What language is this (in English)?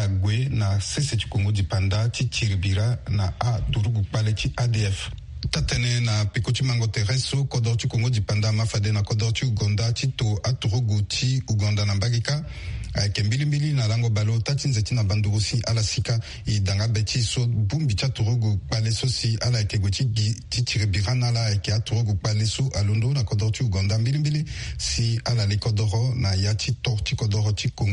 Sango